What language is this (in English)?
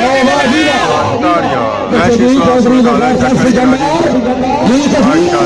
Pahari-Potwari